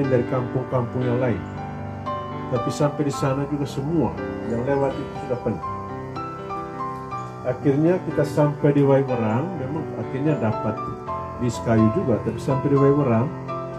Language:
Indonesian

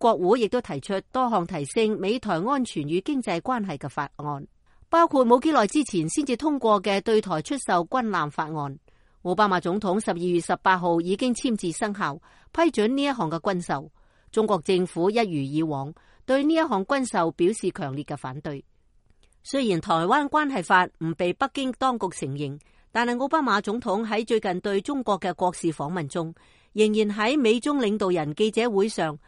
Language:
Cantonese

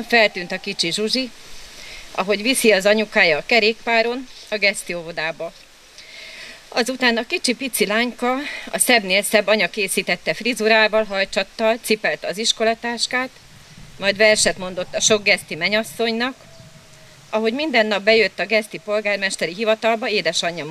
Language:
Hungarian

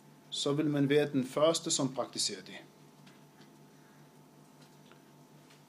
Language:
Danish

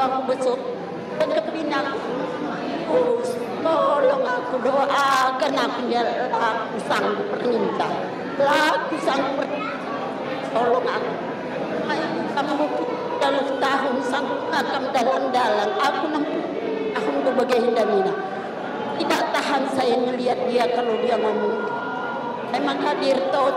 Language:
Batak Karo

